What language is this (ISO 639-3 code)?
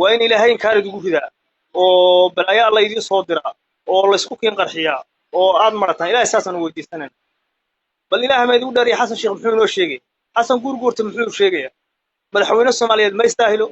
som